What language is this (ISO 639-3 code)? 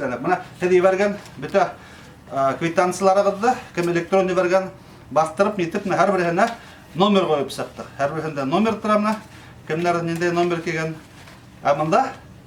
bak